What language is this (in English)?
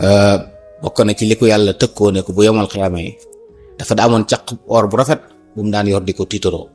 Wolof